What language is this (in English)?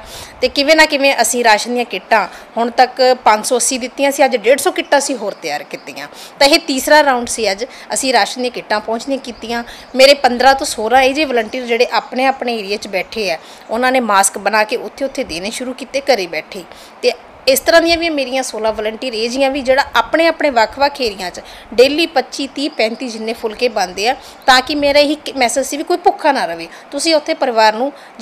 Punjabi